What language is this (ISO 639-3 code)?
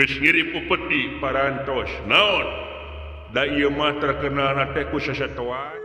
sun